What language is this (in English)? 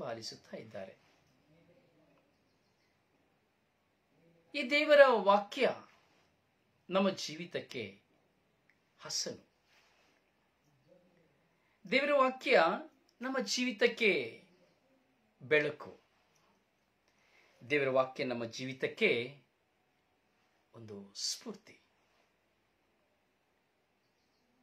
Kannada